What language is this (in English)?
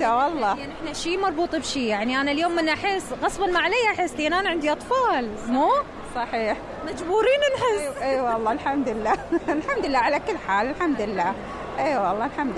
Mesopotamian Arabic